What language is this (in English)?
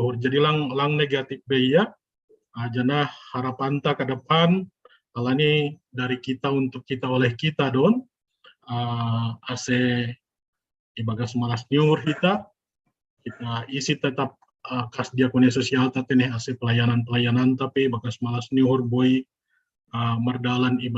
Batak Simalungun